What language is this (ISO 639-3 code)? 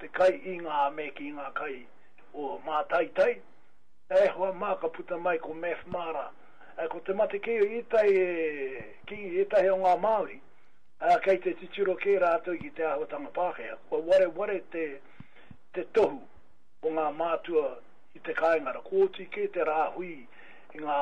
mri